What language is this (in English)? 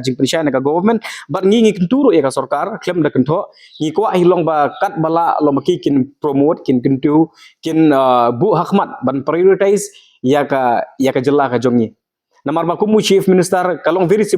Khasi